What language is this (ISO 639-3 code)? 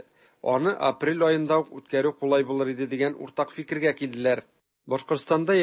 tat